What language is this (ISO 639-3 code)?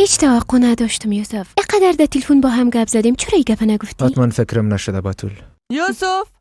fas